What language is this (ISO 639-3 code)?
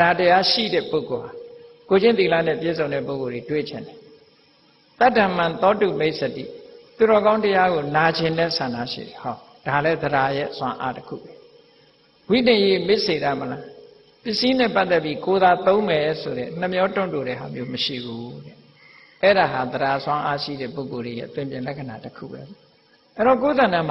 mya